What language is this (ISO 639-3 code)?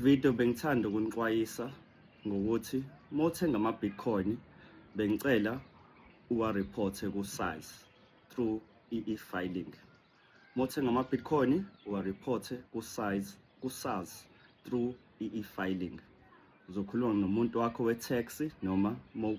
zul